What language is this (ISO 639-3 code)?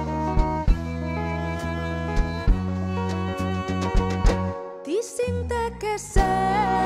por